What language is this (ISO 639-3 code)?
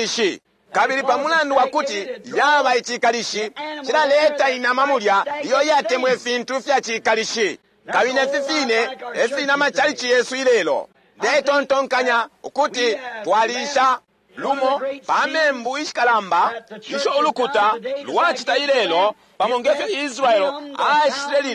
bem